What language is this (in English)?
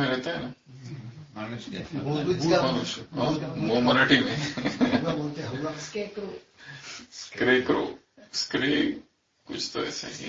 Hindi